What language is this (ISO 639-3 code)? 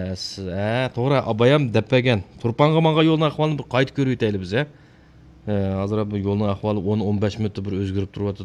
uig